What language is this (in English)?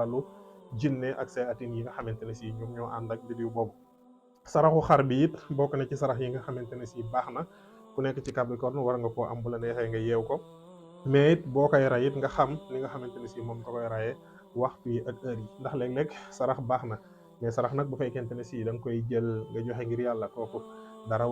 Wolof